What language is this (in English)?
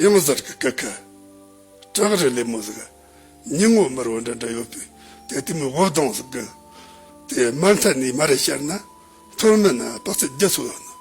Tibetan